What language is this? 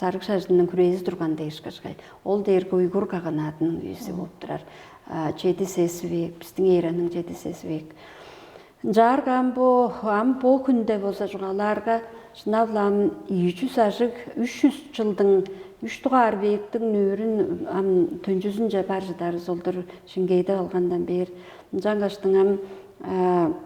Tuvinian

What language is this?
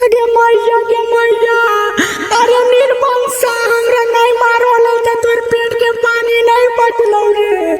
Magahi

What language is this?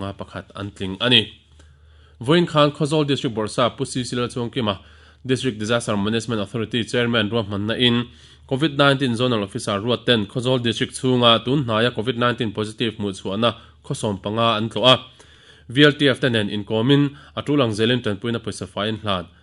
Mizo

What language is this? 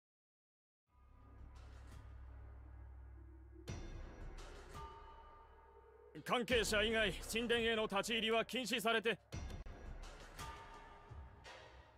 Japanese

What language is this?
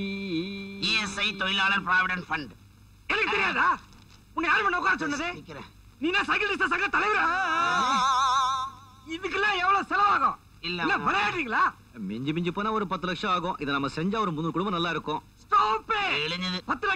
Tamil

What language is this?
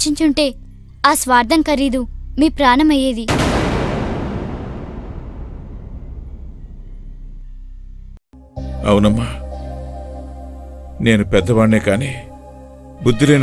Telugu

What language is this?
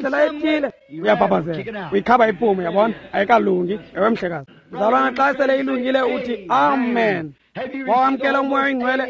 Xhosa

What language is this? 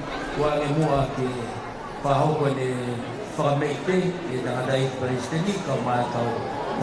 Tongan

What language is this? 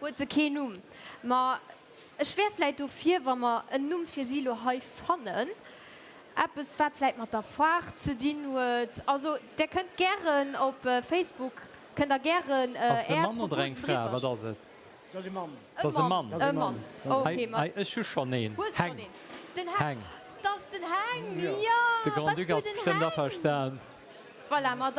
Luxembourgish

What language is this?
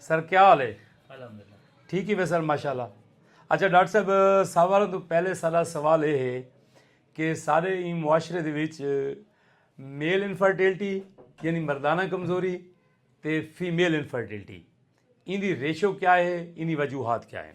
Saraiki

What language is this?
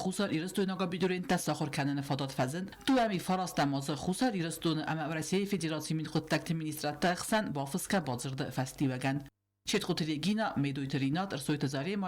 Ossetic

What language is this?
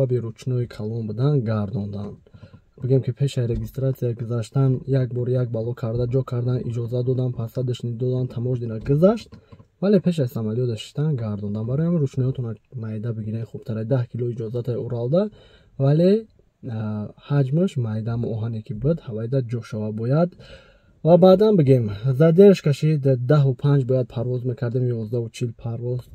Tajik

